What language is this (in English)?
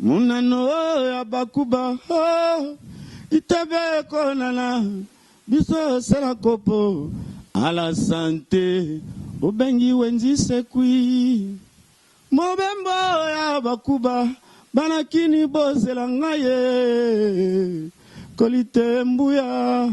Lingala